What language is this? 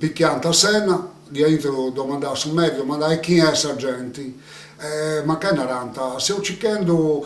Sardinian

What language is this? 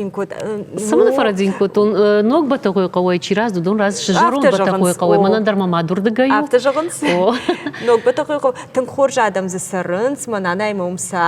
Ossetic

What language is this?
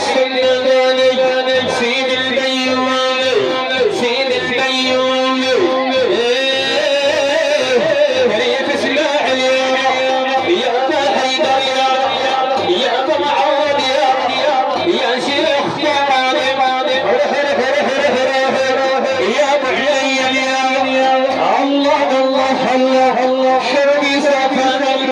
Arabic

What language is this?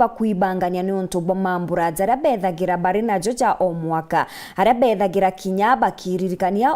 Meru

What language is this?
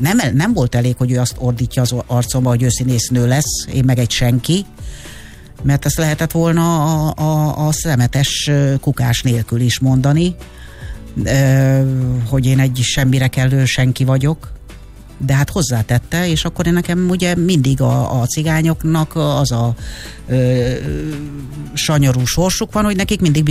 Hungarian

